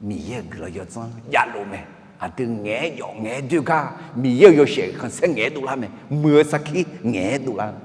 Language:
Akha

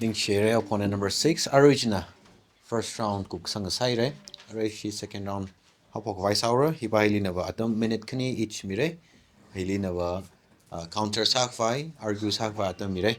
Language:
Tangkhul Naga (India)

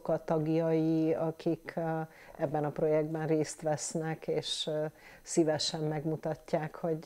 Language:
Hungarian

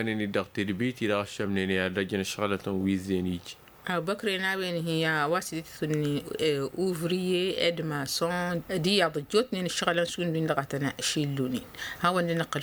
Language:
Tamasheq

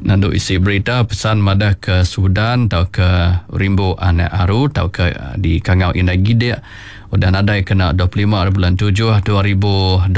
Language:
Iban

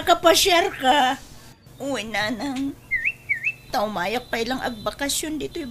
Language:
Iloko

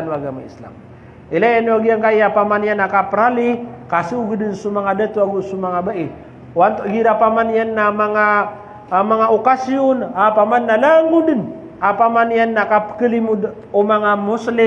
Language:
Maranao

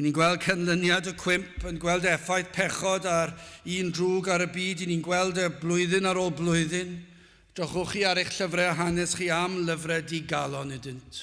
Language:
Welsh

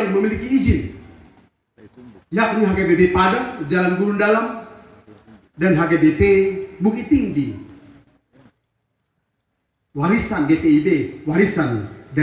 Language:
Indonesian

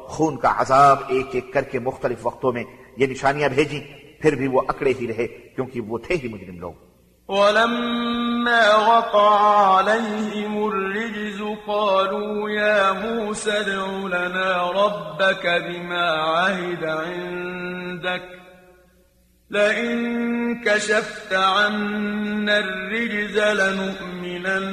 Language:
Urdu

